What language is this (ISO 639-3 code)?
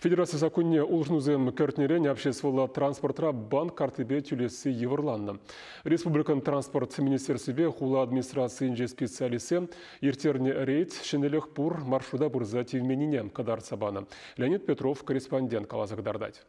chv